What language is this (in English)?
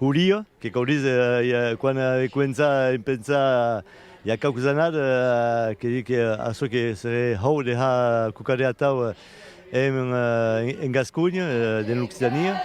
Occitan